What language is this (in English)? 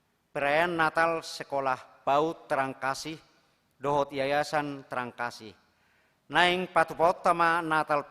Batak Toba